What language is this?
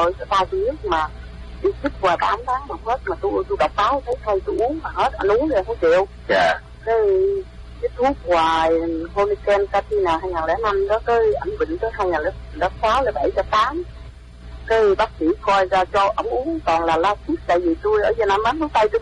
Vietnamese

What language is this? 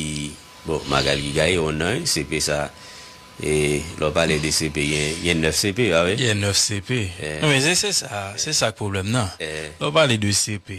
Haitian Creole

